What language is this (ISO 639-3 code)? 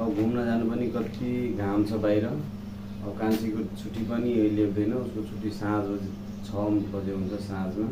nep